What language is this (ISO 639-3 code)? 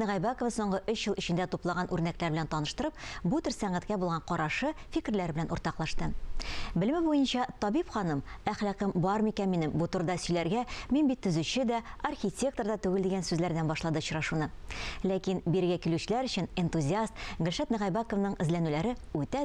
tat